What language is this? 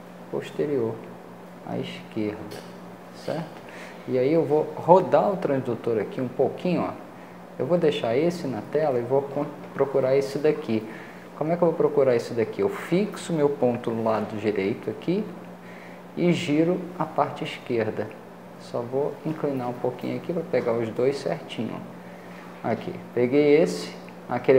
Portuguese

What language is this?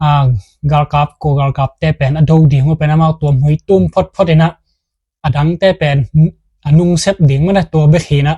Tedim Chin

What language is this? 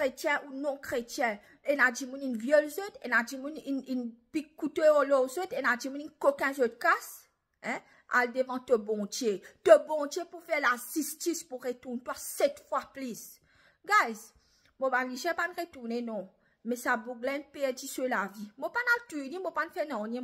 Morisyen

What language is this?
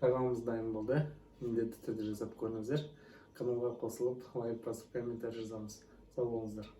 Kazakh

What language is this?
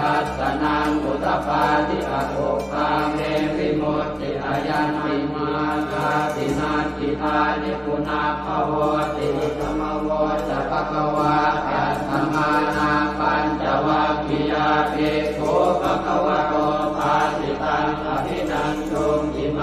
Pali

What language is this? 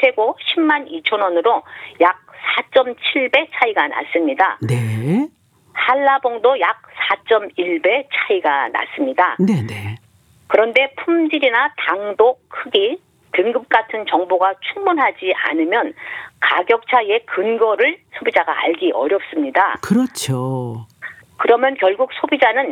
Korean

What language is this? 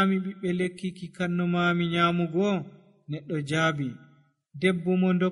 Nigerian Fulfulde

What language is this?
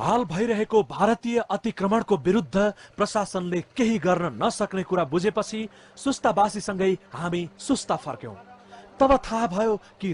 Nepali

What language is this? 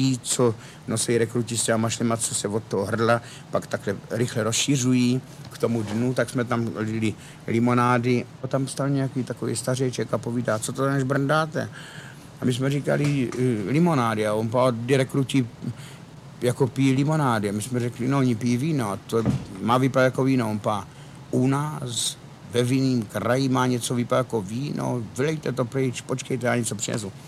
Czech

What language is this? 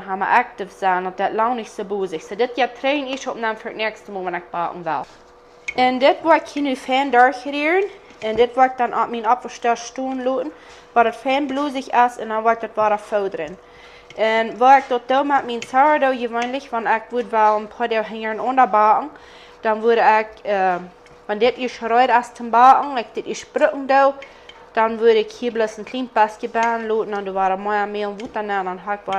Plautdietsch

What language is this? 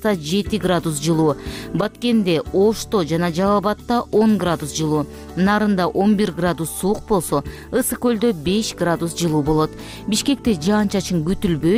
Kyrgyz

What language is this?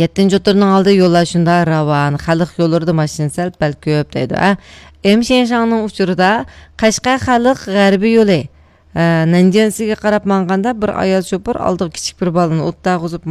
Uyghur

